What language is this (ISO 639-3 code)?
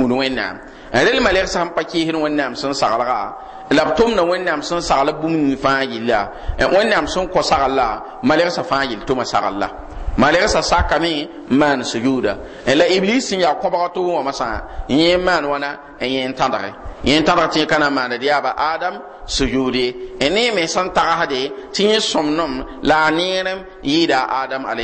mos